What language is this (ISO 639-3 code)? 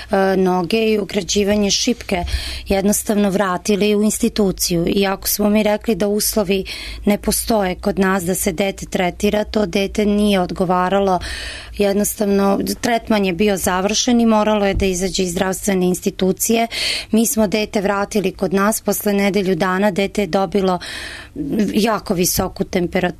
srp